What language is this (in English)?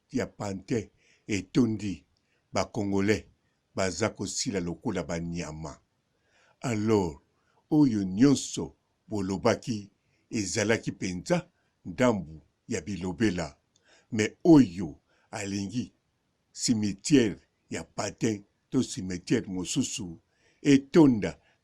Lingala